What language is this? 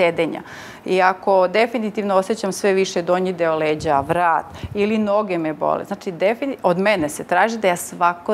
Serbian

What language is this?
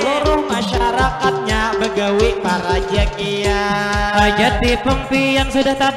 Banjar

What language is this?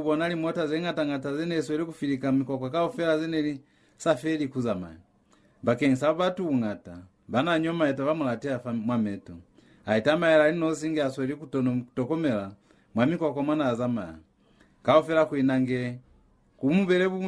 Lozi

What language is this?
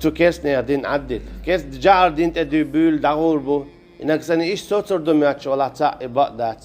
Chechen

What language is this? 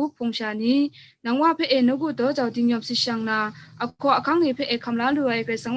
Kachin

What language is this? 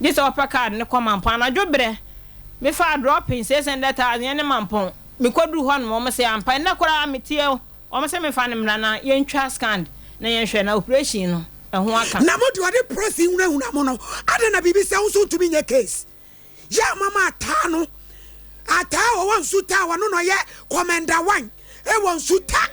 Akan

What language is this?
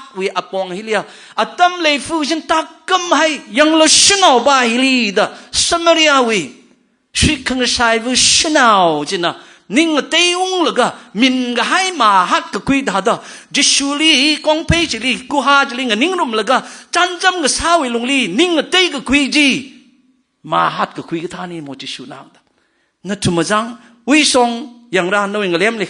Tangkhul Naga (India)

